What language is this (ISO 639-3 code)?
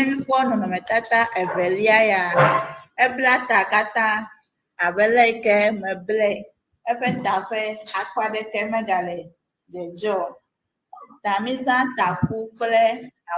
ewe